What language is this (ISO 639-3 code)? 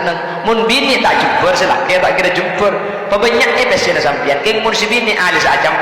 mad